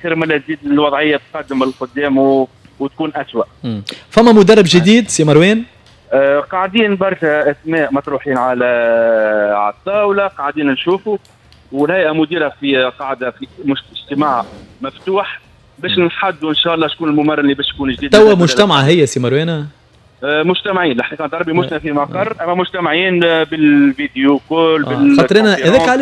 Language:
Tunisian Arabic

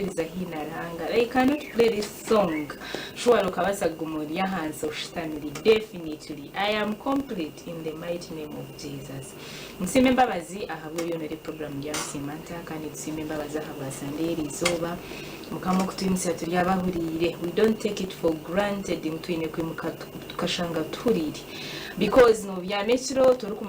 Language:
Nyankole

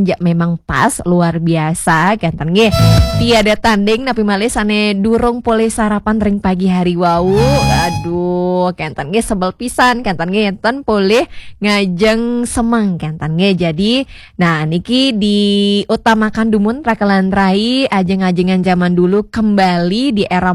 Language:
Balinese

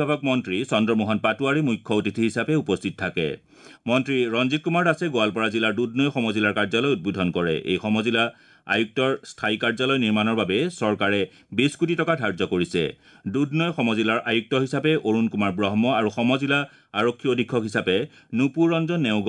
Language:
Assamese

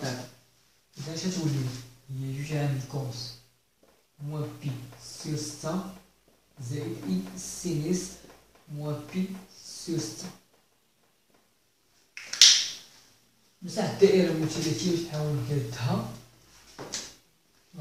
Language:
Moroccan Arabic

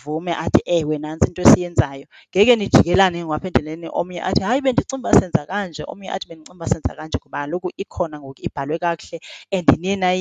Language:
Xhosa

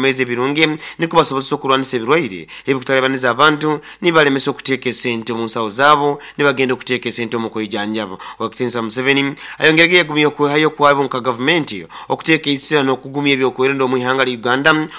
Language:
Nyoro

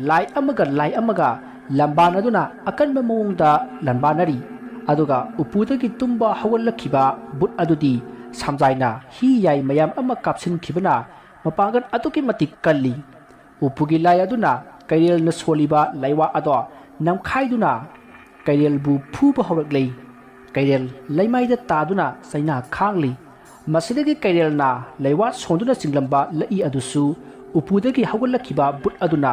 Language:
Manipuri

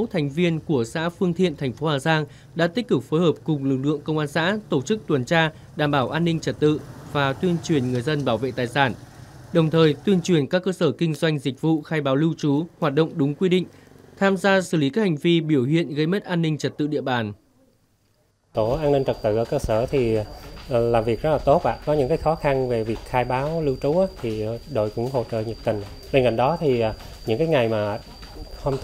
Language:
Vietnamese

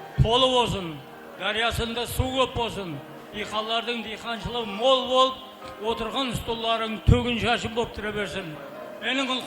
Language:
Kara-Kalpak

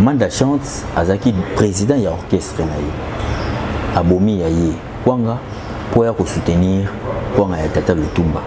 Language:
Lingala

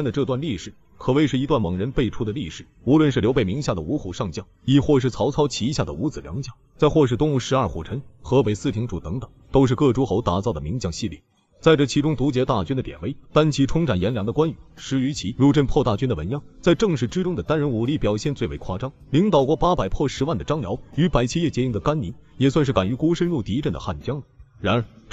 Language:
Chinese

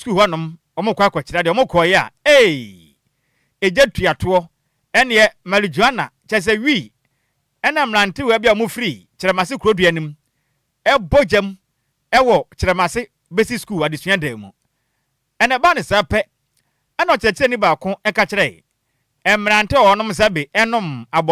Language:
Akan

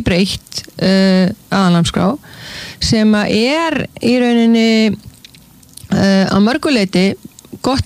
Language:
Icelandic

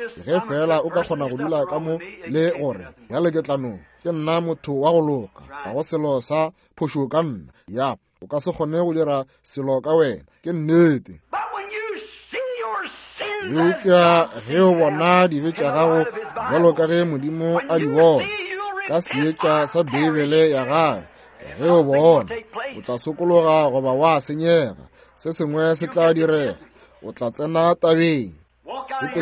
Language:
Northern Sotho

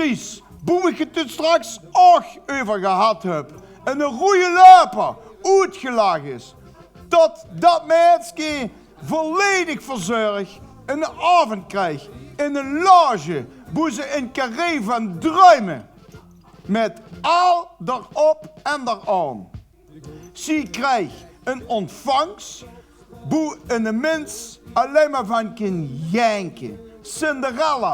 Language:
Limburgish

